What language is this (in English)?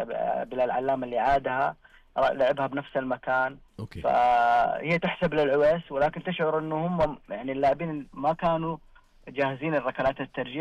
Najdi Arabic